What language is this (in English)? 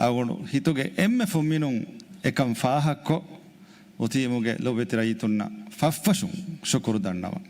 Divehi